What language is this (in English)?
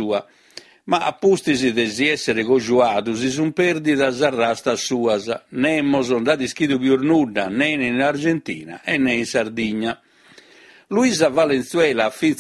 Sardinian